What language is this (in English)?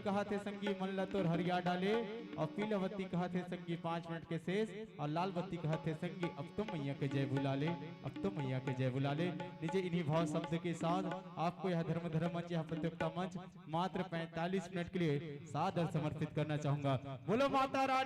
Chhattisgarhi